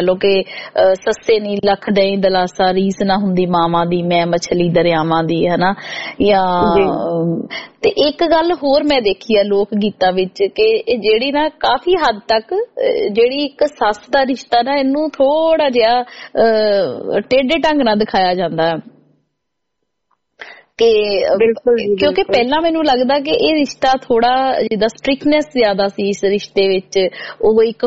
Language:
Punjabi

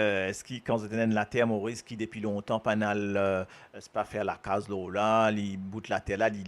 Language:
Morisyen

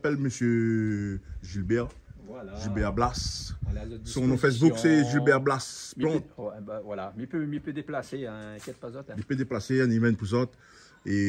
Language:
Réunion Creole French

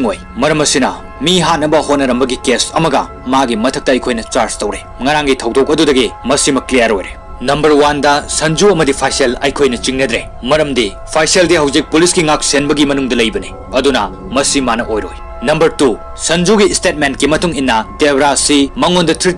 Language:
Manipuri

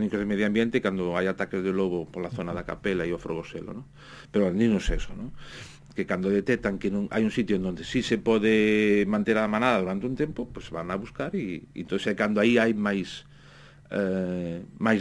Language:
Galician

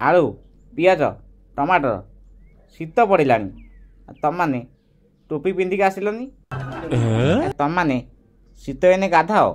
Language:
Odia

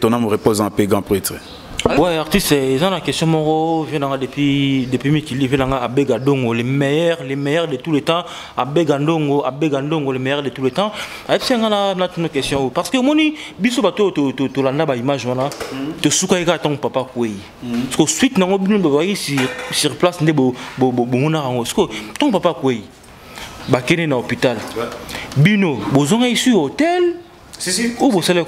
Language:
Lingala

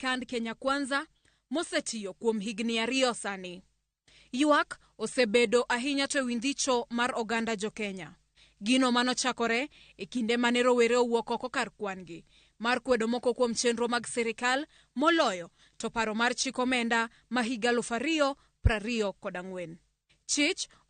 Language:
Luo (Kenya and Tanzania)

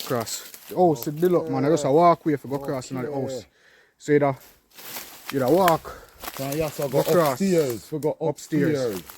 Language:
Jamaican Creole English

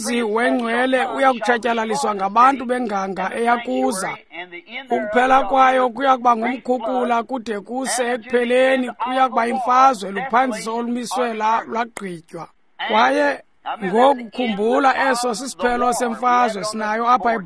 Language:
Xhosa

